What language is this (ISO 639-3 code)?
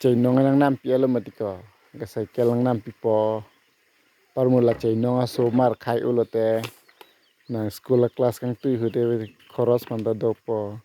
mjw